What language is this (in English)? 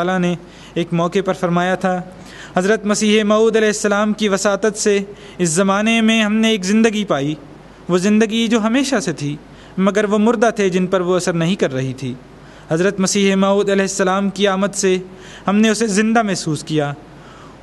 Urdu